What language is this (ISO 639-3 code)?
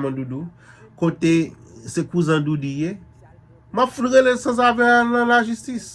hat